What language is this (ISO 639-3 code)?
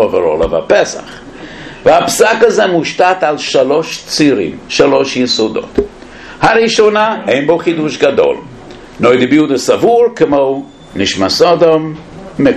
heb